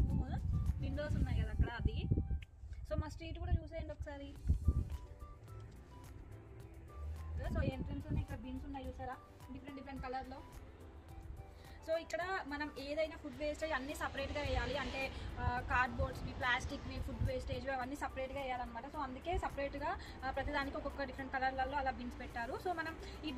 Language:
Telugu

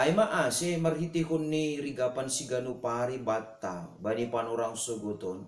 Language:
Batak Simalungun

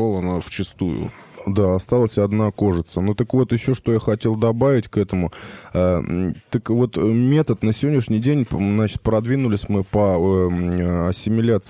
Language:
Russian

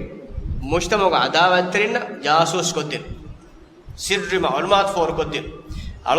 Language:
Divehi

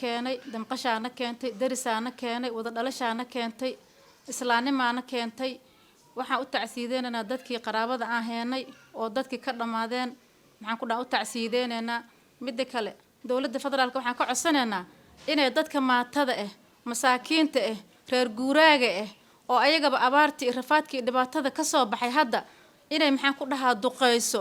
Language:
Somali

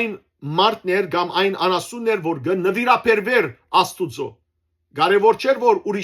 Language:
Western Armenian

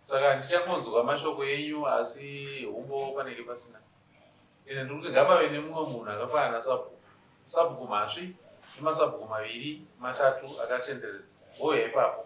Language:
Shona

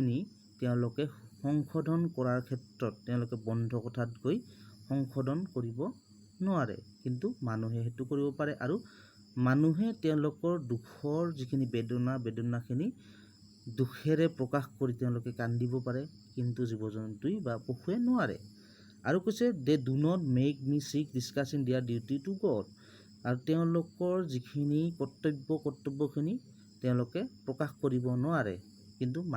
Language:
Assamese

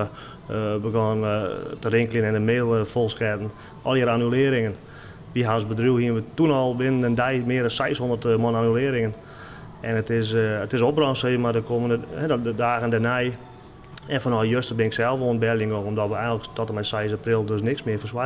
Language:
Western Frisian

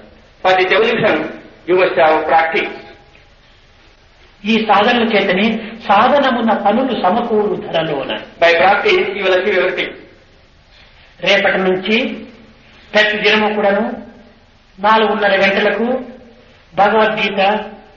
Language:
Telugu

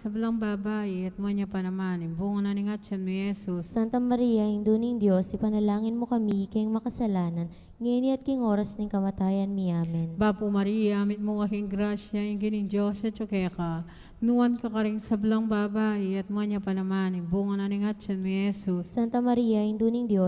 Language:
Pampanga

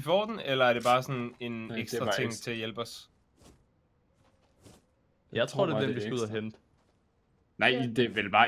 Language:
Danish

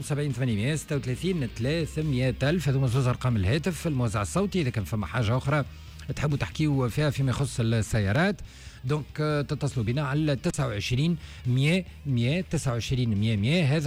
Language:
Tunisian Arabic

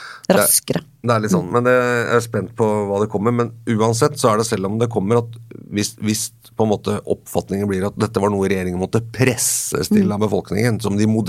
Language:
Norwegian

